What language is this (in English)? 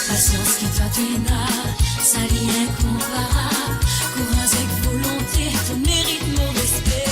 Morisyen